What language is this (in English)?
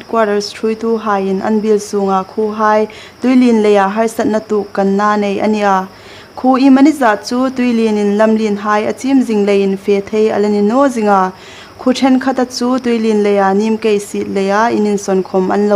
Hmar